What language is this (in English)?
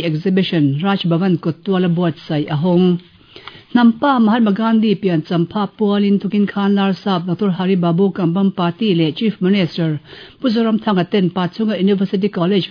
Mizo